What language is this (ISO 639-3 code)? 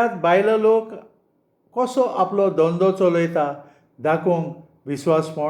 kok